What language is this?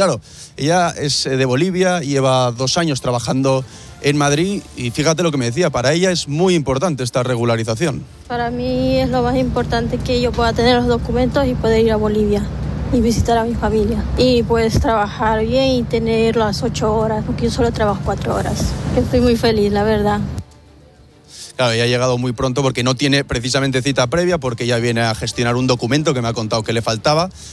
Spanish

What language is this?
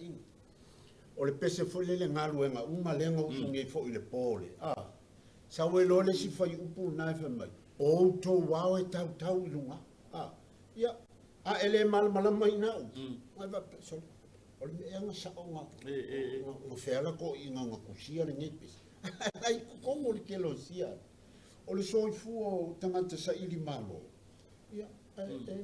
Samoan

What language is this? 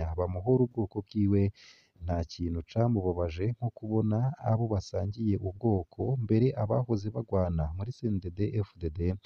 Rundi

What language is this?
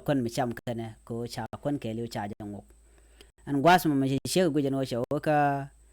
Nuer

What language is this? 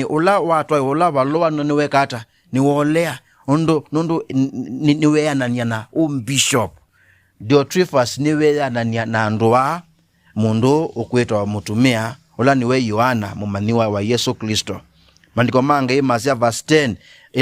Kamba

